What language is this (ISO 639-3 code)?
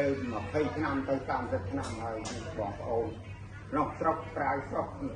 khm